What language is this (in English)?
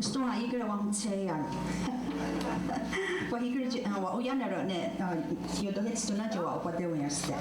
Mohawk